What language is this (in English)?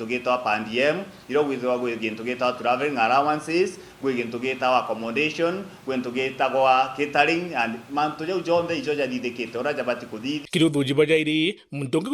Meru